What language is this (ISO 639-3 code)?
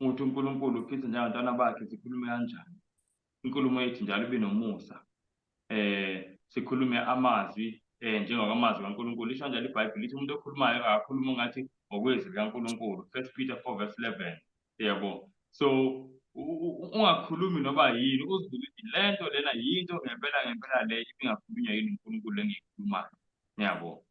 zul